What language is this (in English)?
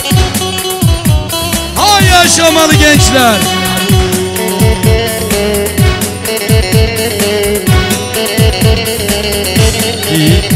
Turkish